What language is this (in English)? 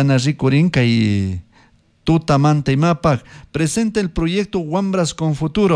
Chimborazo Highland Quichua